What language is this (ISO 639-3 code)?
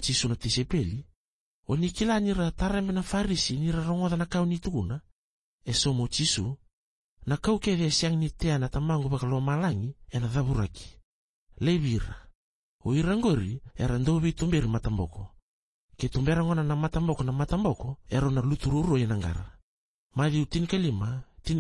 fij